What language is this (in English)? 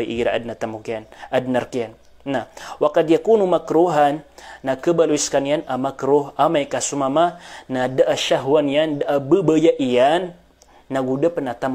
Maranao